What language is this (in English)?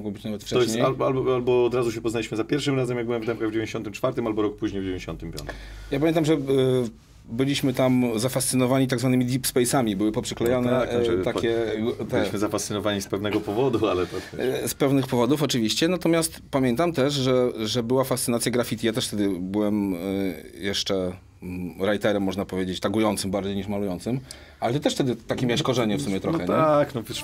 Polish